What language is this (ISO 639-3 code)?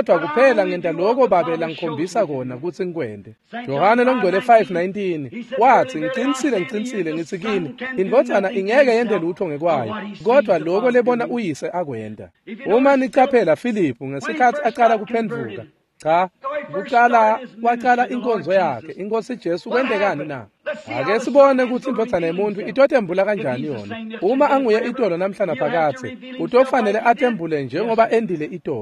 ssw